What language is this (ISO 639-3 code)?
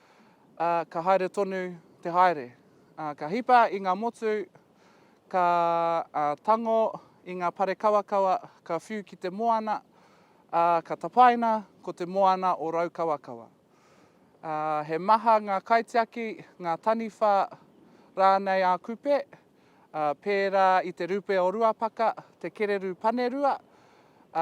mri